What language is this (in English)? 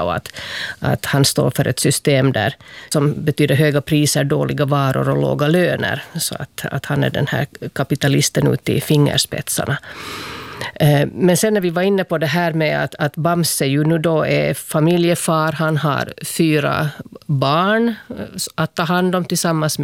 Swedish